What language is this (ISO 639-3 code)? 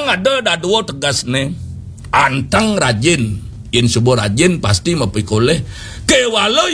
ban